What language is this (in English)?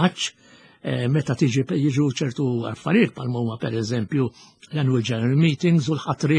Maltese